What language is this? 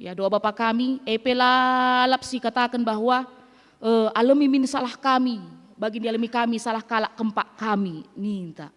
Batak Karo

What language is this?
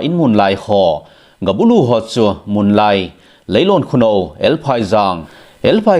Thado Chin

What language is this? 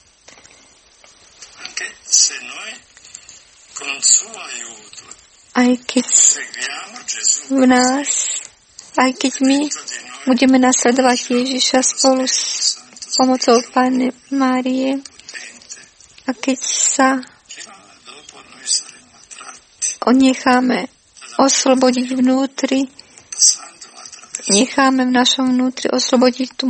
Slovak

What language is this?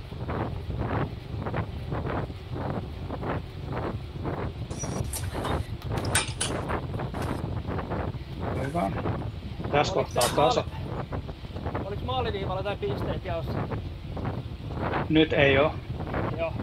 Finnish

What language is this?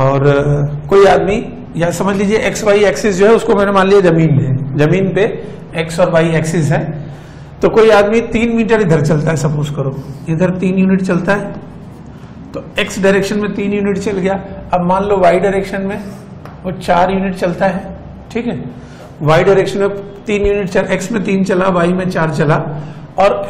Hindi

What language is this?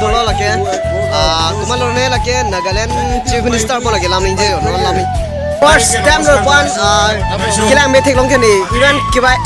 Karbi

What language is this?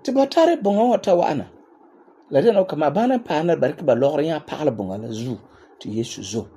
Frafra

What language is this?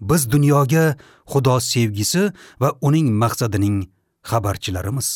Uzbek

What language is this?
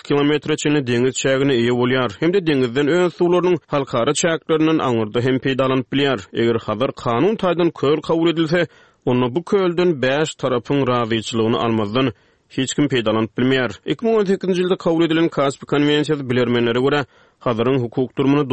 Turkmen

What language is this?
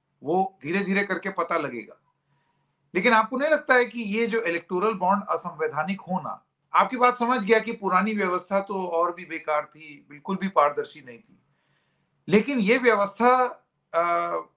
Hindi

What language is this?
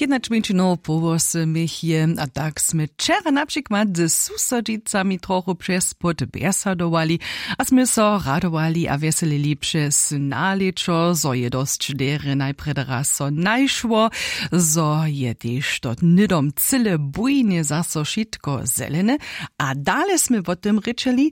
Upper Sorbian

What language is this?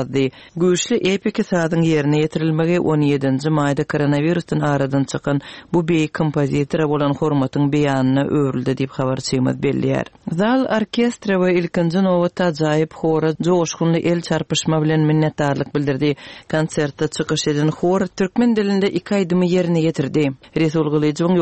Turkmen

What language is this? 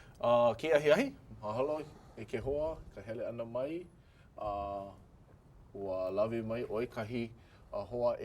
Hawaiian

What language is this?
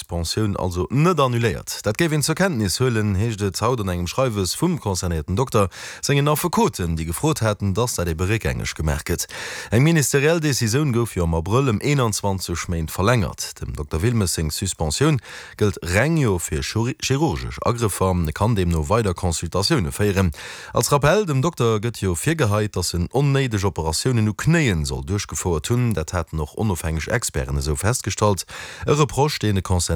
Luxembourgish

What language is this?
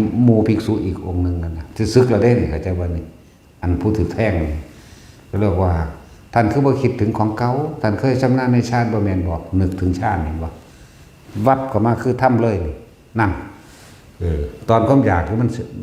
Northeastern Thai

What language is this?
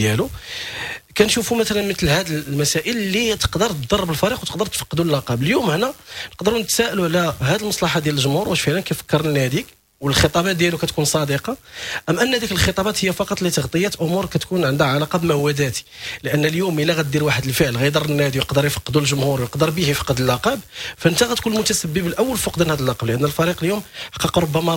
Moroccan Arabic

